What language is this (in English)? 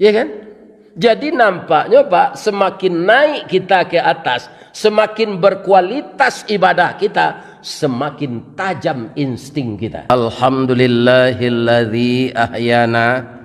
Minangkabau